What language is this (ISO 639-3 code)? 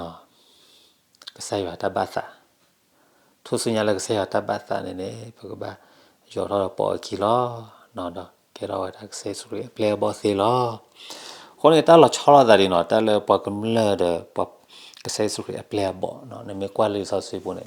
ksw